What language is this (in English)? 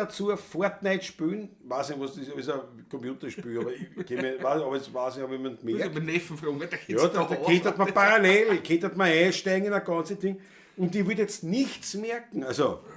Bavarian